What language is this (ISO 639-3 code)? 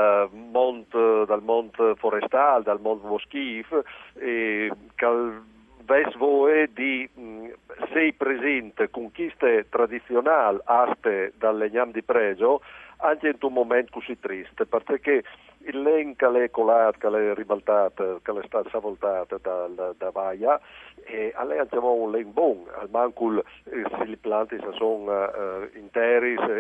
fur